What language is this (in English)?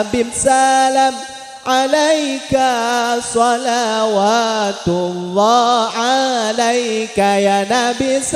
Madurese